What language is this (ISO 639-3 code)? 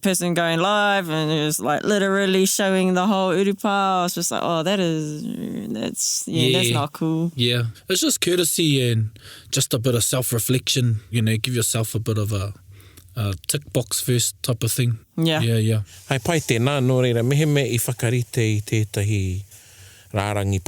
mri